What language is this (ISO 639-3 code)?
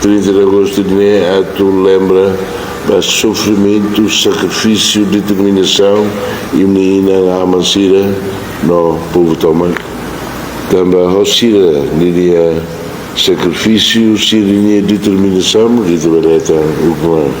tet